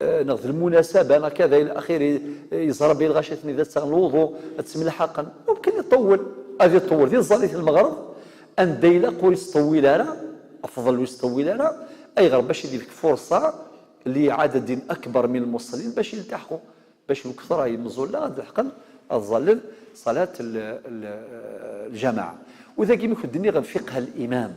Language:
Kabyle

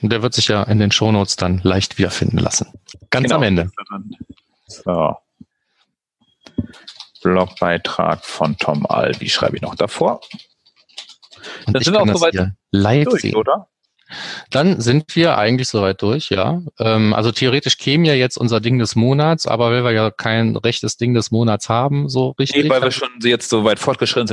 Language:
German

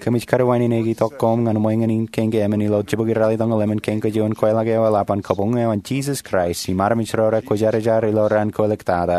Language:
Marshallese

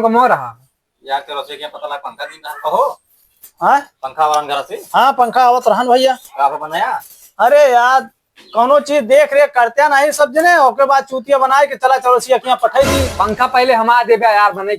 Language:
Awadhi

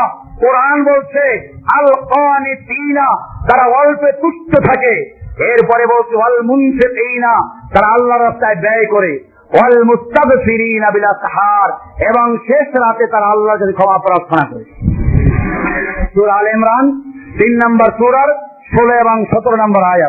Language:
Bangla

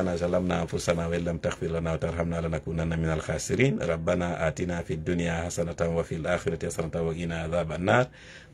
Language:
Fula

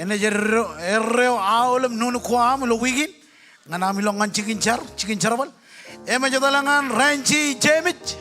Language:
Marshallese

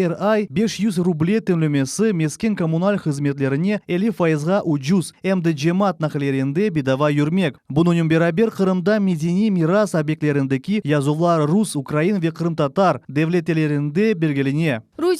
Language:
Crimean Tatar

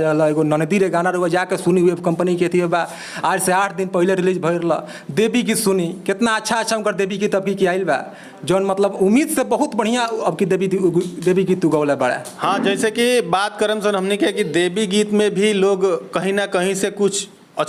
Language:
Bhojpuri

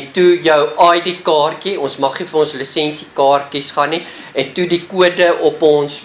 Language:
Afrikaans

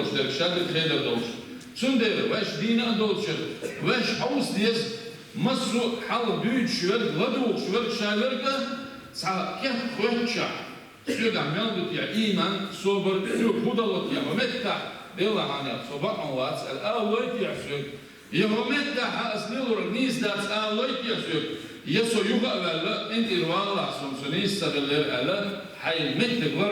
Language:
Chechen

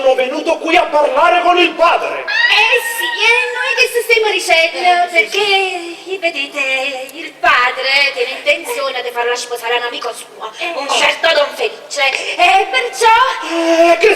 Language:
Neapolitan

